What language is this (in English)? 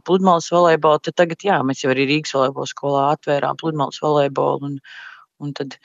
Latvian